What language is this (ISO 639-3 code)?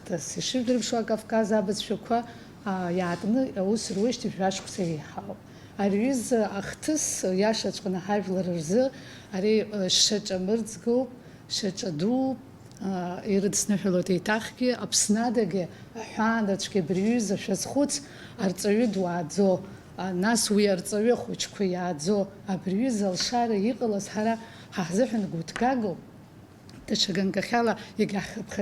abk